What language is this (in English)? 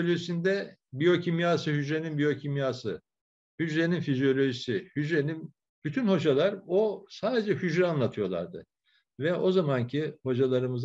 Turkish